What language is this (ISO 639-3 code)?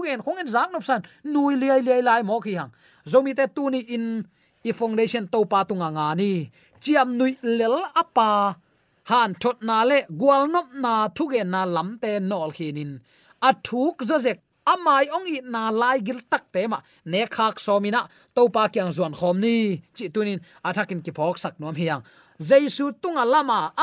ctd